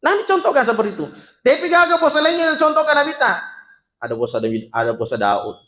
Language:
Buginese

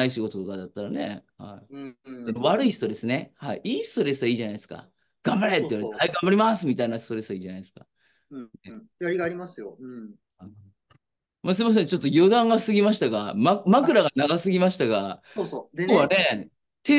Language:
Japanese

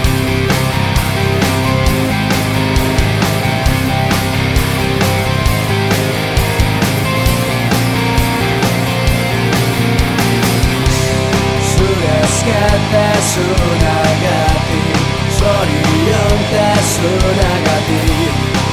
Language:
Basque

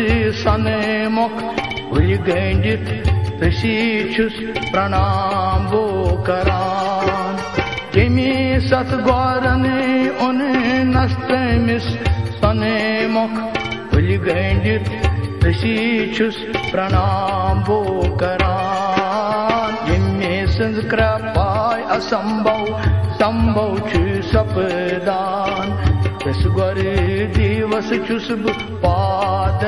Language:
Kashmiri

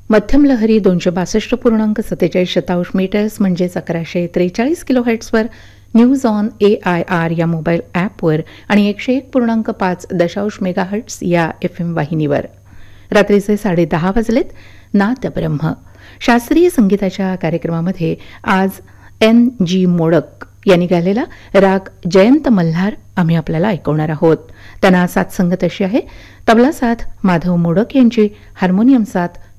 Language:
Marathi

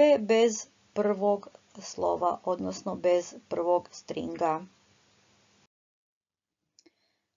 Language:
Croatian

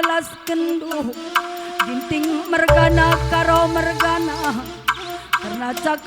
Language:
Batak Karo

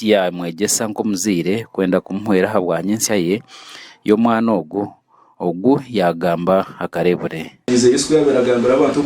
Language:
Nyankole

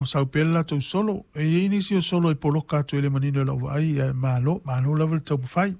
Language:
Samoan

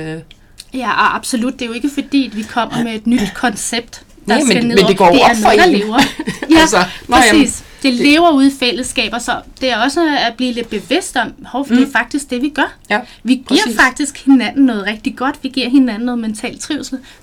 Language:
Danish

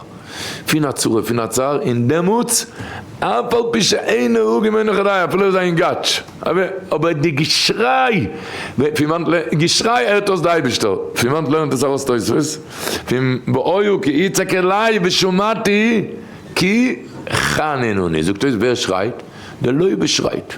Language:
Yiddish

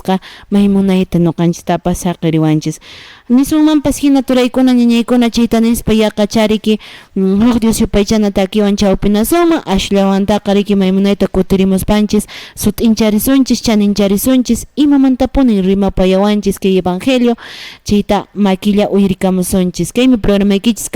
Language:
Quechua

